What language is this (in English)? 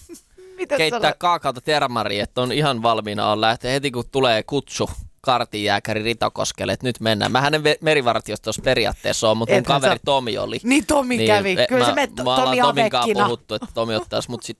Finnish